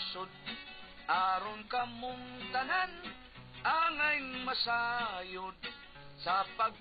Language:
Cebuano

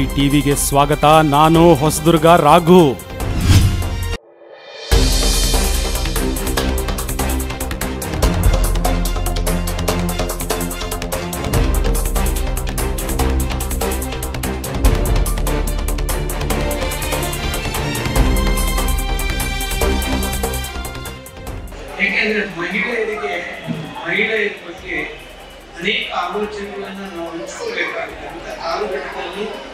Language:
Kannada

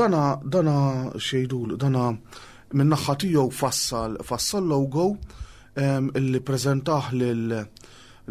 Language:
Maltese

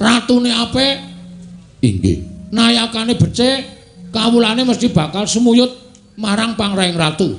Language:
Javanese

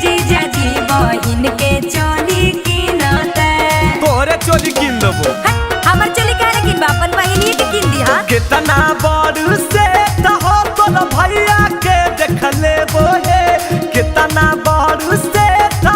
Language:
Magahi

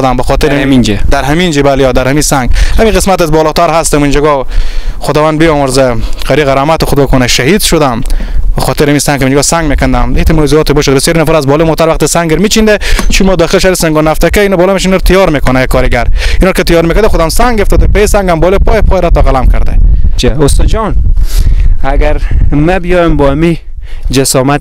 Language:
Persian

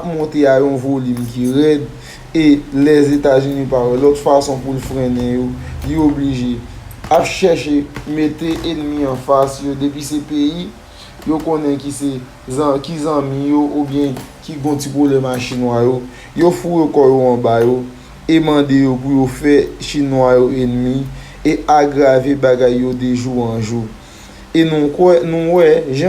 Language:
Haitian Creole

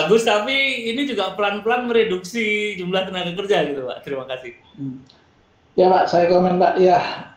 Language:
Indonesian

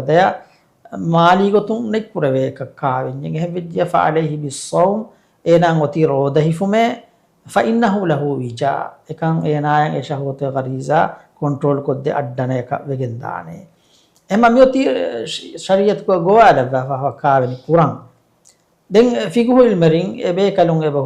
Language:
Divehi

